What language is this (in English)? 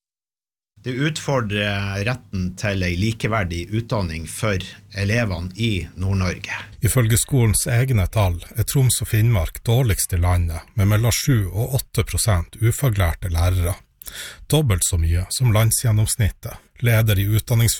Norwegian